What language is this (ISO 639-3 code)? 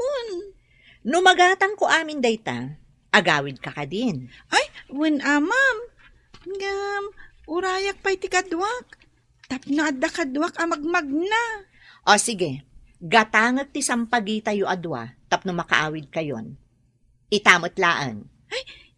ilo